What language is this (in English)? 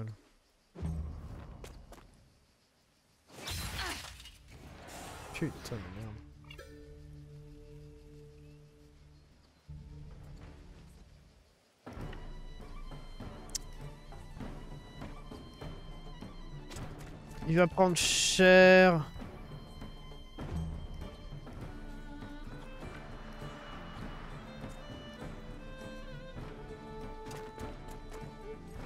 French